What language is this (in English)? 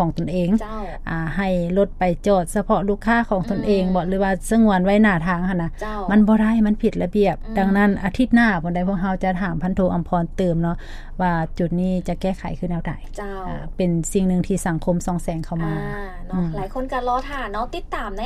Lao